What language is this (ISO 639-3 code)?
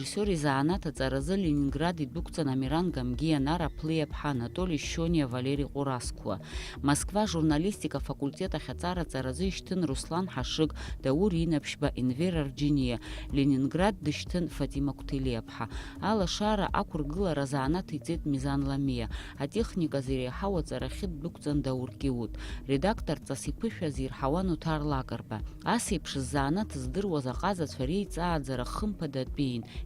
abk